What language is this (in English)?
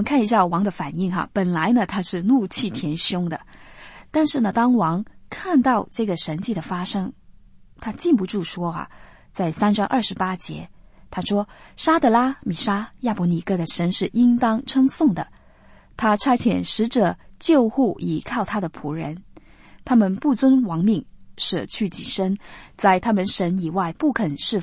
Chinese